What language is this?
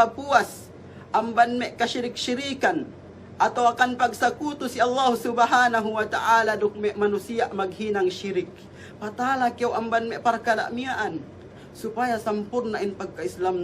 Yakan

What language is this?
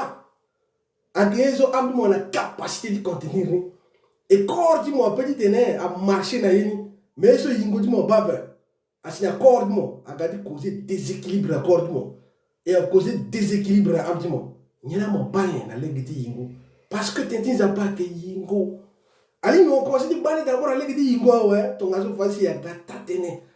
Sango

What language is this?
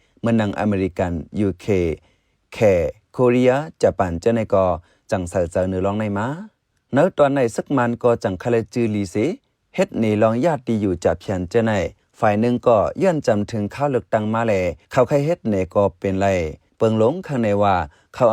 Shan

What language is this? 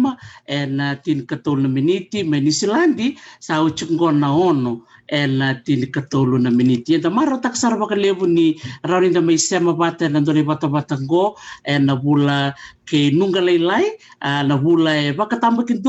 Fijian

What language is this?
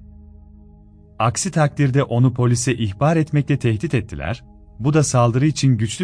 Turkish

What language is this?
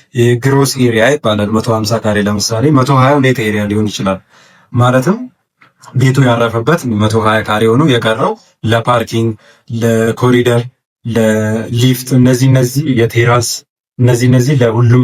Amharic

